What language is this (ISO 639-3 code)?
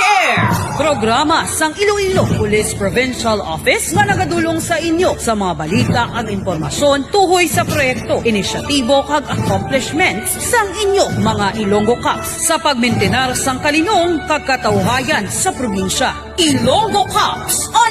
hil